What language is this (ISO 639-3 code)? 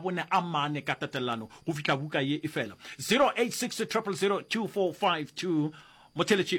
nso